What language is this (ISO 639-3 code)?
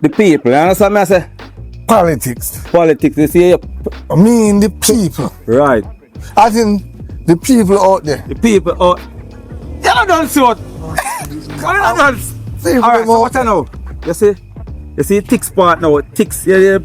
jam